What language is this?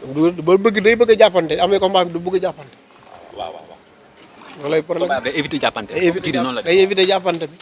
Wolof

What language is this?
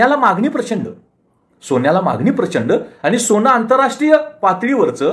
Marathi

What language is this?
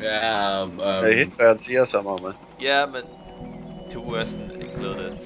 Faroese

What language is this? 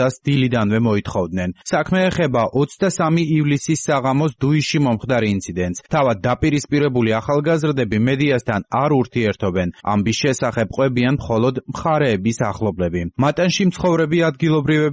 Georgian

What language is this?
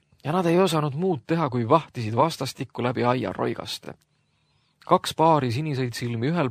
Estonian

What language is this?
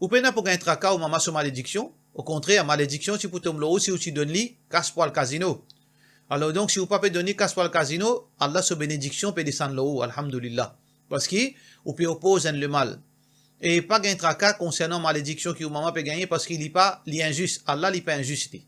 Morisyen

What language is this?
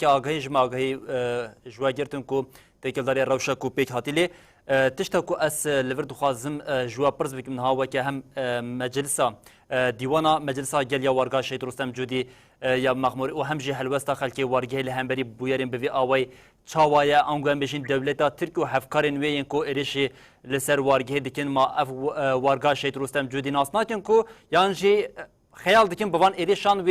Kurdish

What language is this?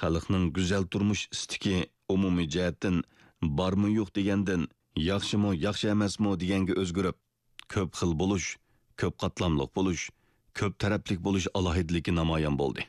Uyghur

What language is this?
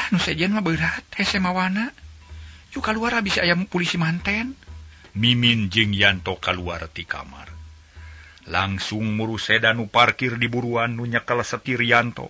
Sundanese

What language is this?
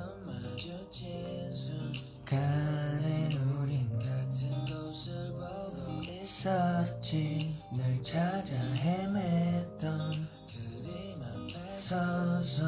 Korean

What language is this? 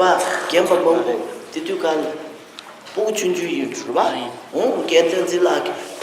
Tibetan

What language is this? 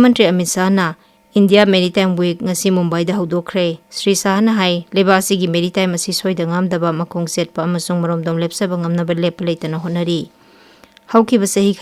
Manipuri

